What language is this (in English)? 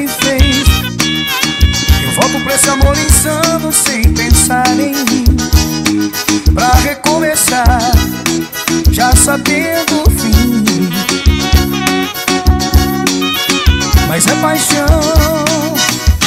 Portuguese